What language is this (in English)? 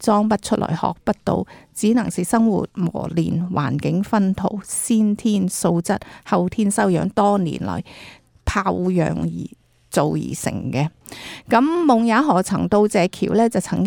Cantonese